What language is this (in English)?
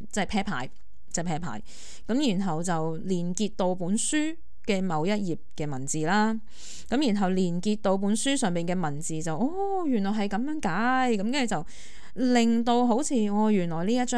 Cantonese